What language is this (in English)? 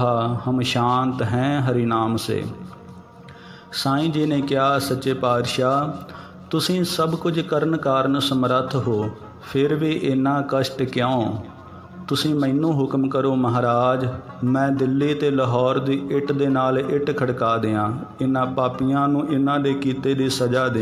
Punjabi